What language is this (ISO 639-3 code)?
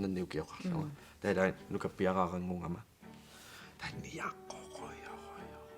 kal